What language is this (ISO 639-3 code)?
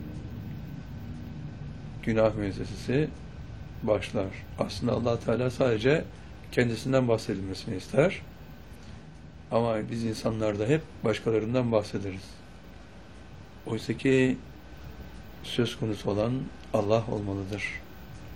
tur